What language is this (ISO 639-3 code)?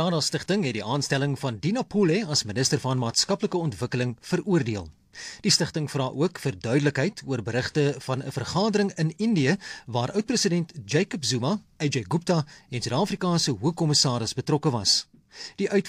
afr